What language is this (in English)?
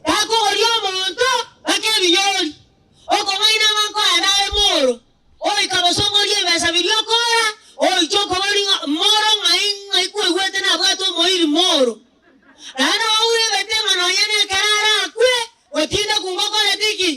Gusii